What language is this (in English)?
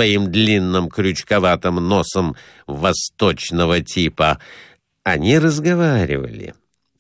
Russian